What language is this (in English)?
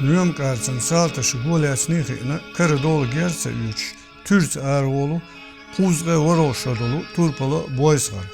Chechen